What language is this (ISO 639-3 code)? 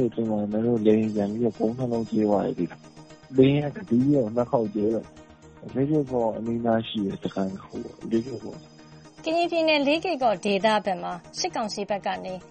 mya